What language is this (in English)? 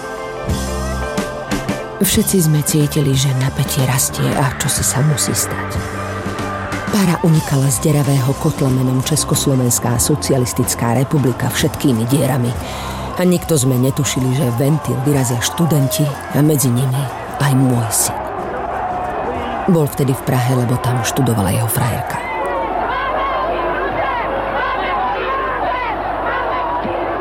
Slovak